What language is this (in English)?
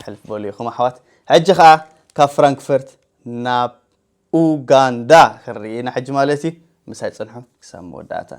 Tigrinya